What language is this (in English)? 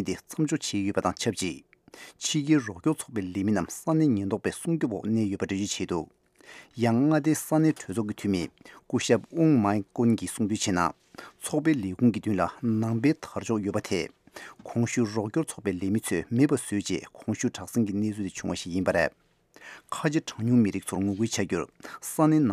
Tibetan